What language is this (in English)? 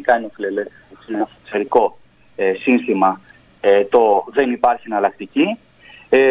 Greek